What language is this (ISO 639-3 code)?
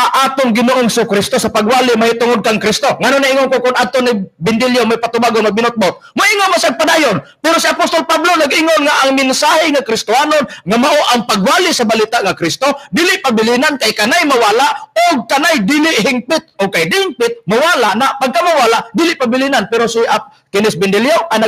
ceb